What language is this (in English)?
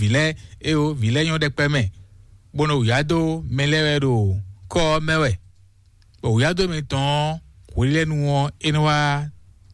Fon